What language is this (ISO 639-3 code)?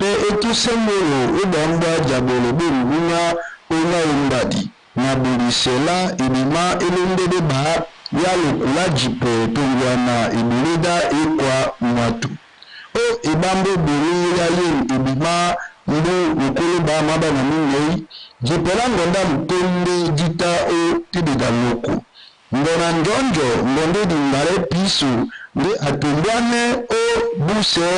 dua